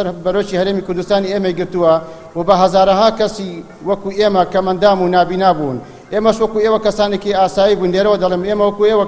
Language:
Central Kurdish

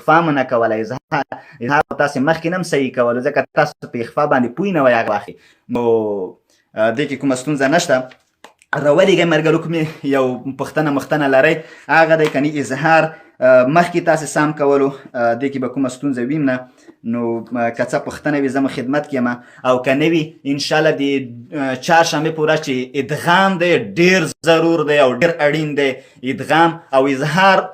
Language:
Pashto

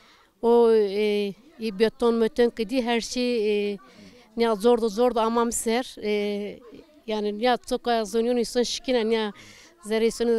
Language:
Zaza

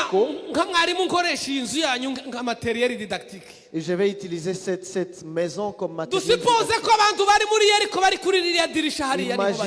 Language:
Kinyarwanda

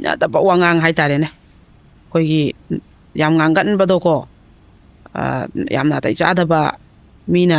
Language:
Manipuri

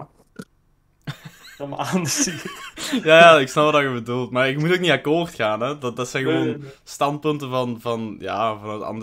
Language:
Dutch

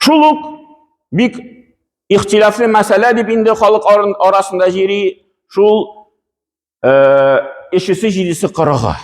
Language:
Tatar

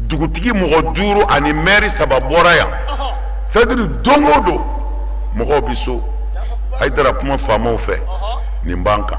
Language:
Bambara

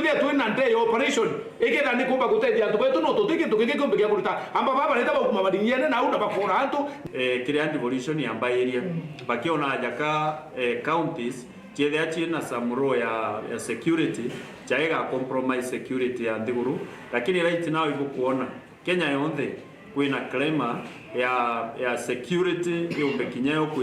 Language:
Meru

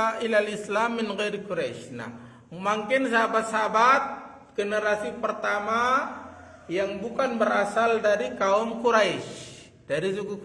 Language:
Sasak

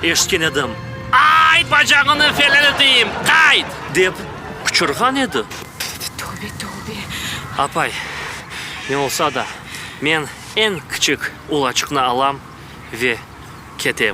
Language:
Crimean Tatar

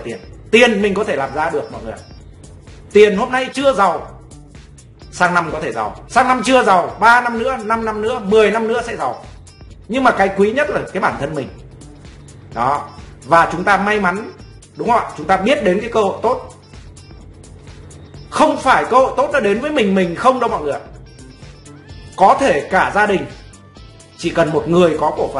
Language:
Vietnamese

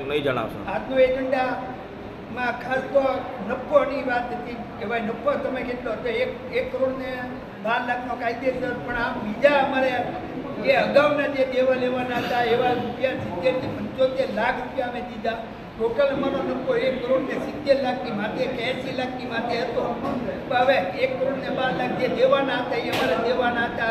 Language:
Gujarati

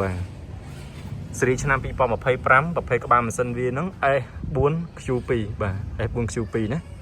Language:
Khmer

